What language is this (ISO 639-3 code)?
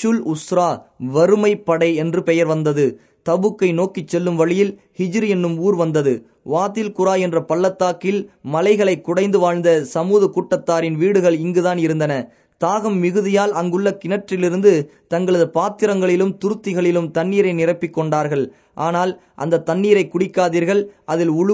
tam